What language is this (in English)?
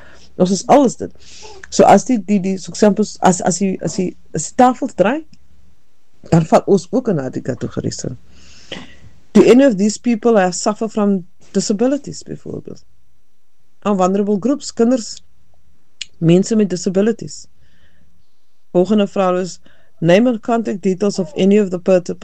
Afrikaans